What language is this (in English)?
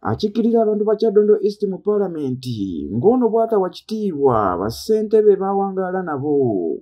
Ganda